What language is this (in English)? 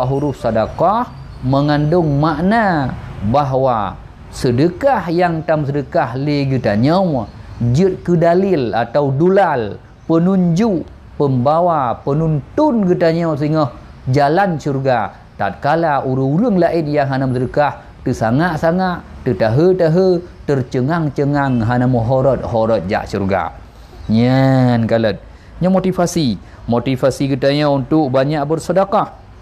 Achinese